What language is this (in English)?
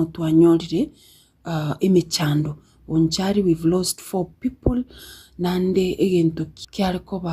Gusii